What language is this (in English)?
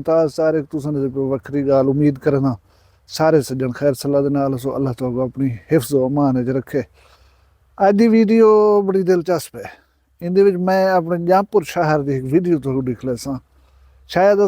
Saraiki